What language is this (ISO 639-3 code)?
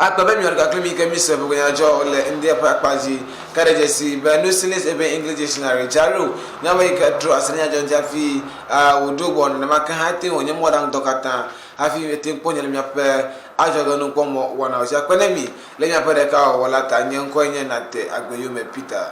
ewe